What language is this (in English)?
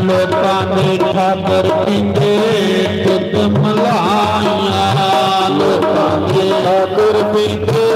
Dogri